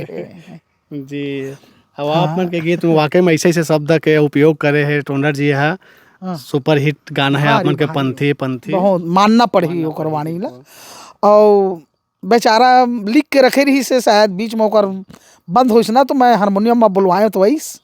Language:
Chhattisgarhi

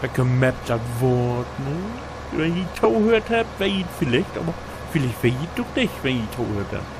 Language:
Low German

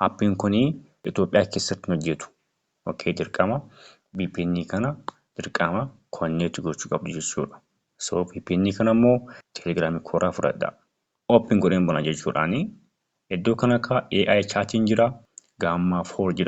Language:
Oromo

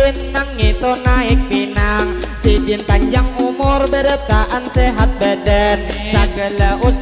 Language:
Banjar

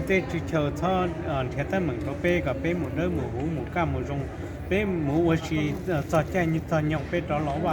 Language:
Hmong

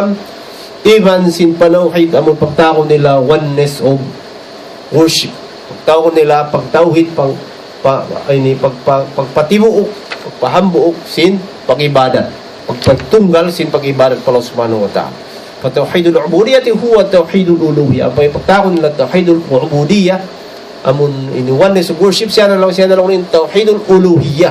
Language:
Tausug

